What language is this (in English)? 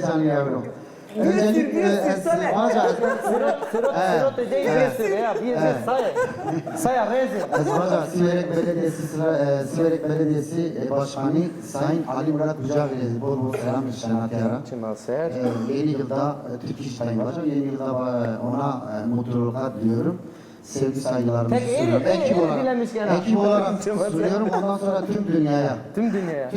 Zaza